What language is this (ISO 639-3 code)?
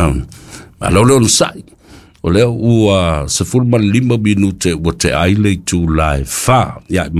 smo